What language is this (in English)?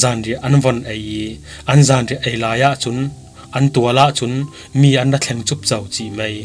Falam Chin